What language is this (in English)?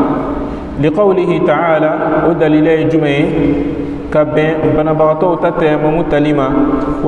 Bambara